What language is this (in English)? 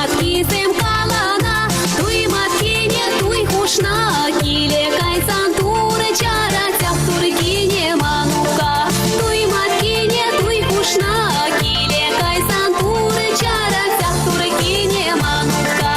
Chuvash